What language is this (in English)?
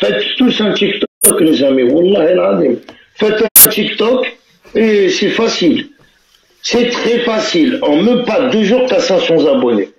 Algerian Arabic